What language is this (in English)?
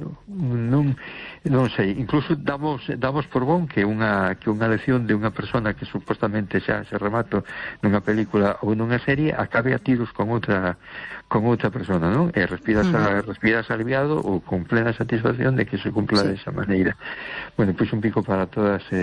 Galician